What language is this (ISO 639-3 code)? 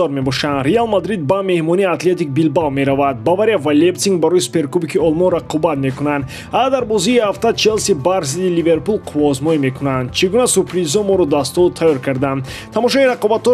tgk